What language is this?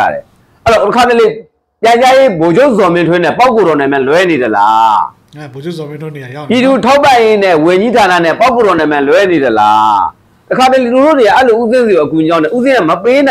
Burmese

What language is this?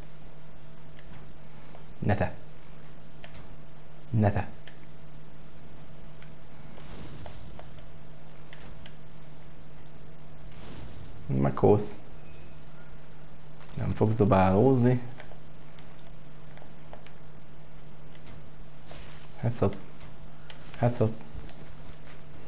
Hungarian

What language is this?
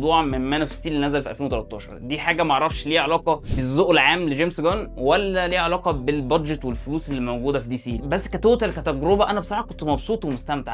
Egyptian Arabic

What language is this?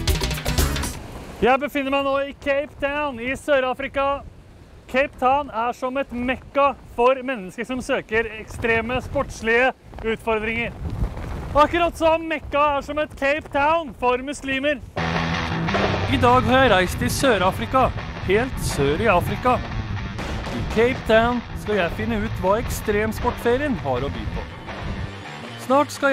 Norwegian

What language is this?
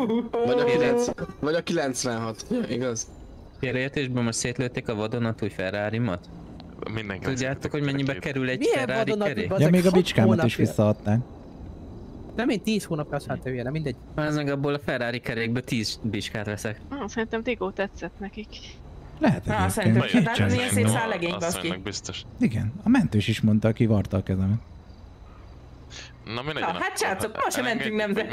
Hungarian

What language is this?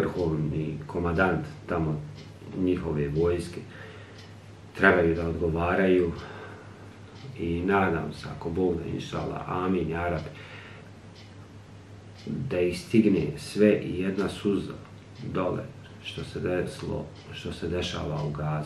Bosnian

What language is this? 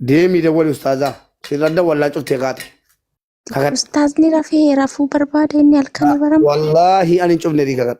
Oromo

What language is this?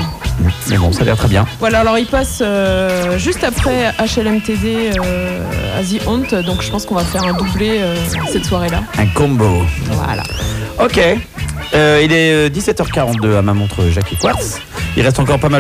French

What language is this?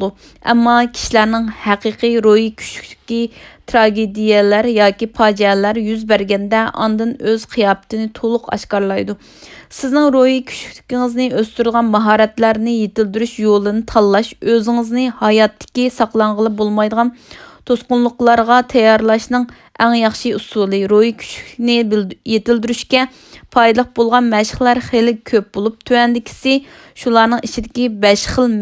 Uyghur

